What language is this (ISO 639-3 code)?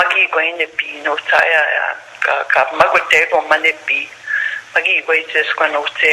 crk